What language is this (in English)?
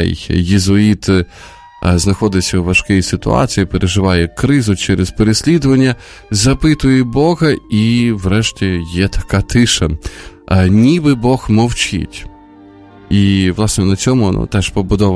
Ukrainian